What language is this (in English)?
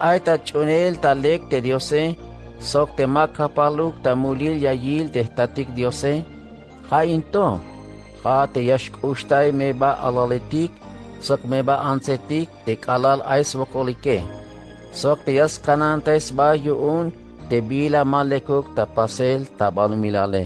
Tzeltal